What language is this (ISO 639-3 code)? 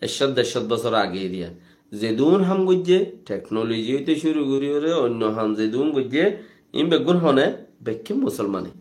rhg